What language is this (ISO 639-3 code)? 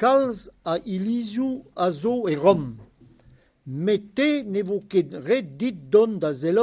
bre